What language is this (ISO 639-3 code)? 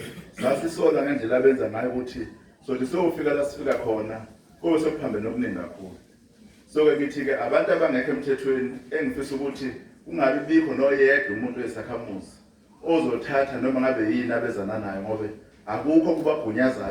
zul